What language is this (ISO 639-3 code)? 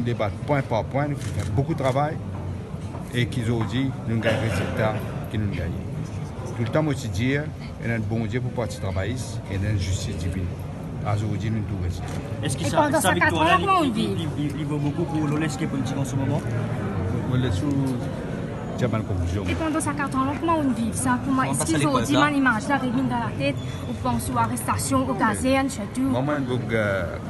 mfe